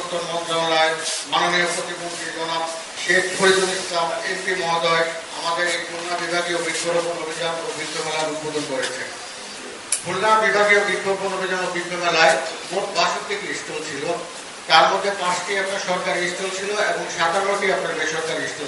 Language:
Bangla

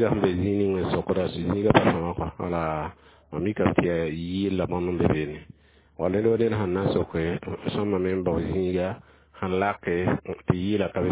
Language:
Mossi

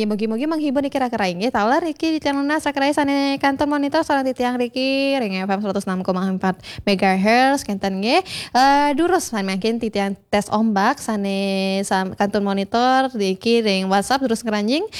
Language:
Balinese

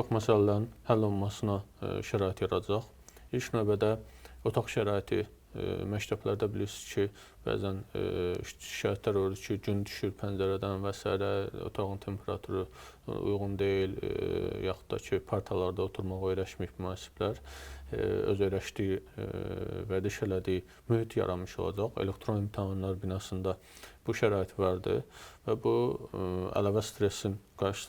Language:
Azerbaijani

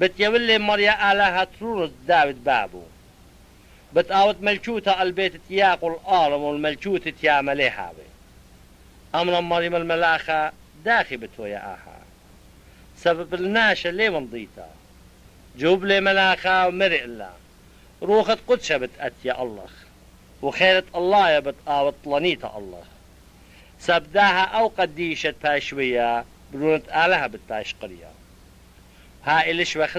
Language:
Assyrian Neo-Aramaic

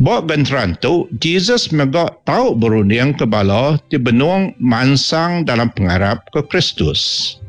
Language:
Iban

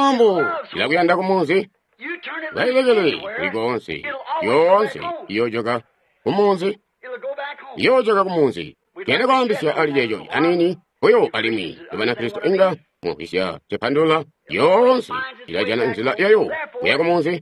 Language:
Tonga (Zambia)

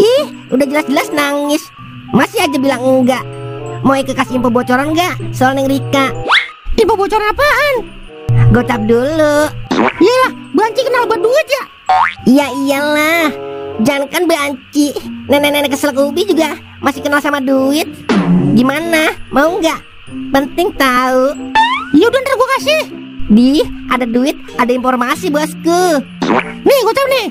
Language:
Betawi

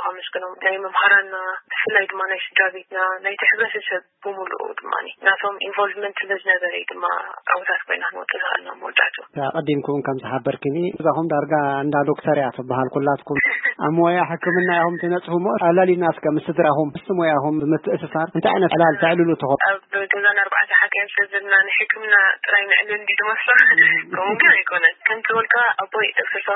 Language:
Tigrinya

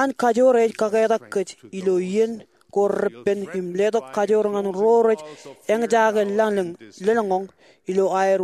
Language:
Marshallese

